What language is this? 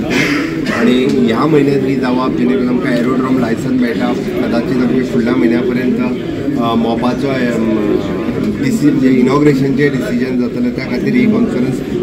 Konkani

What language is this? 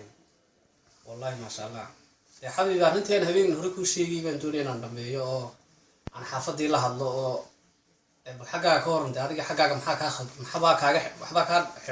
Somali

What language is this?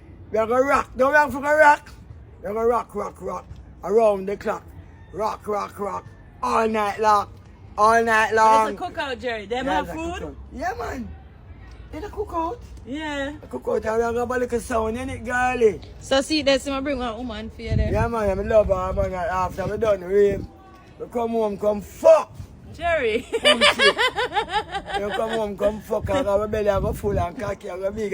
Jamaican Creole English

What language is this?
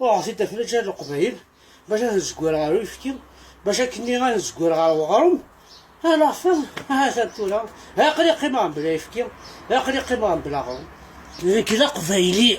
Kabyle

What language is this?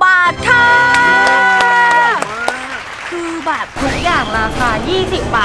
Thai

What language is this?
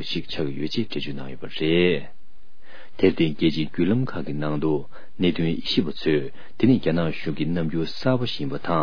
Tibetan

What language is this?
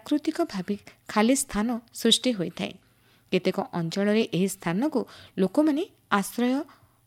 Odia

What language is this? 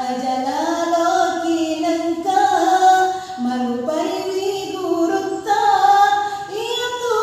Buginese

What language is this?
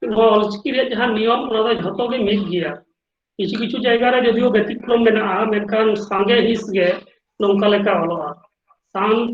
Santali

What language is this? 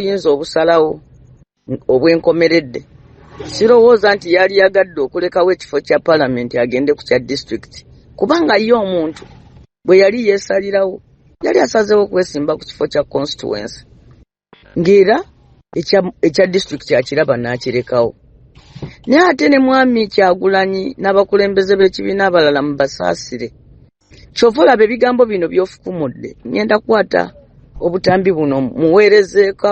Ganda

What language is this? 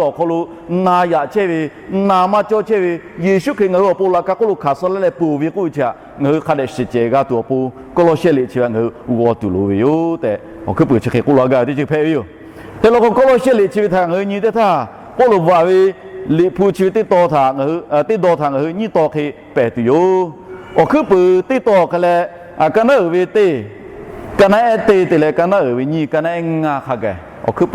Lahu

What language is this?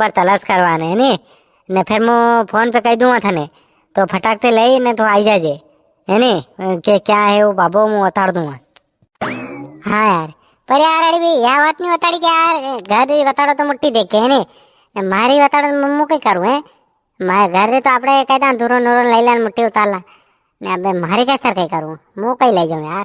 Rajasthani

